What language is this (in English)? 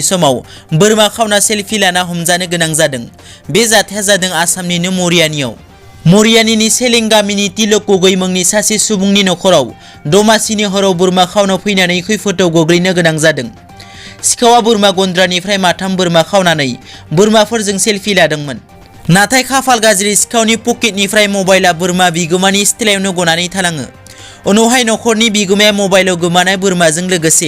Bodo